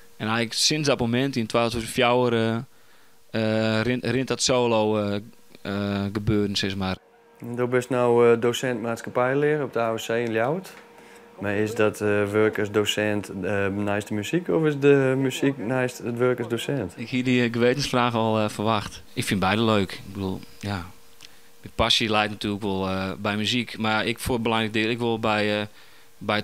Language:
Western Frisian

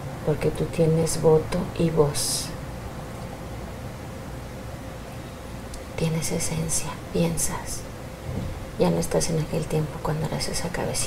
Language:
Spanish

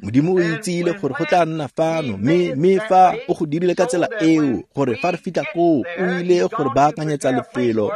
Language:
Tswana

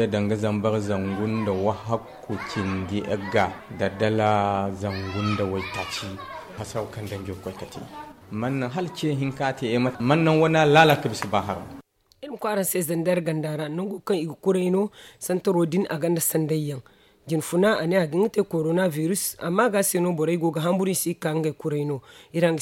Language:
Zarma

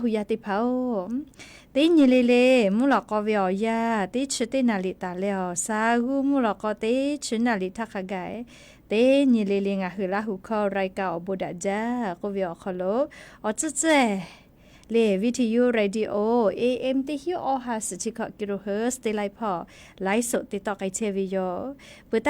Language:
Lahu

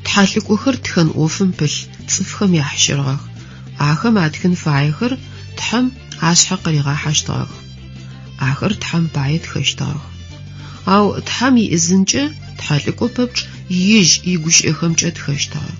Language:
Adyghe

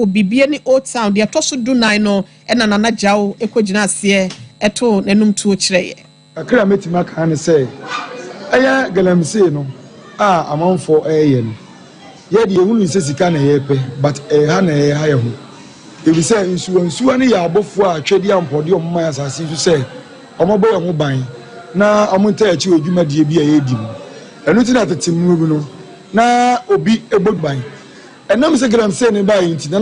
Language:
Akan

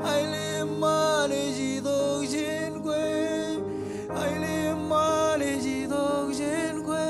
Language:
Marshallese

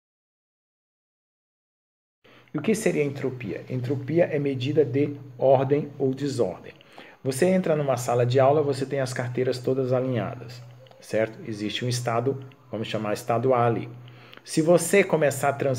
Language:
Portuguese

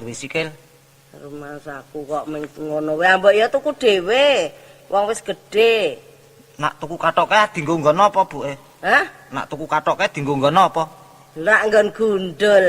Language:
Javanese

